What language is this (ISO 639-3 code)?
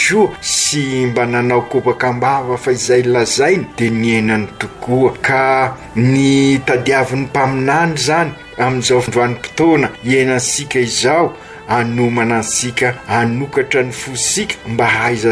mlg